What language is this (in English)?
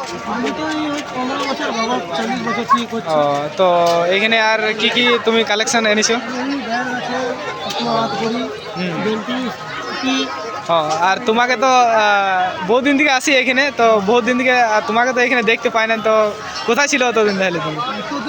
Santali